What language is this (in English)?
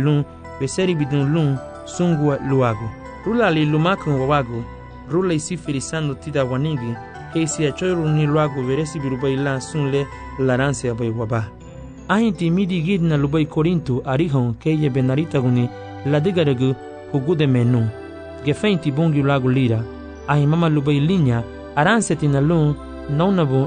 Garifuna